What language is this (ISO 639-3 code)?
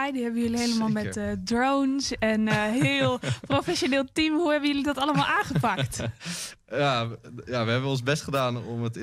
nld